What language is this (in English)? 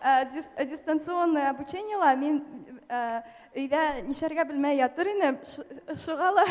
Bashkir